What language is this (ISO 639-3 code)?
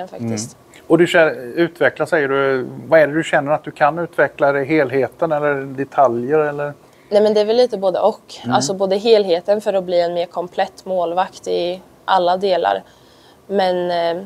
swe